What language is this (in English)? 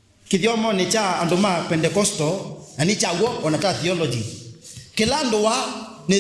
Kamba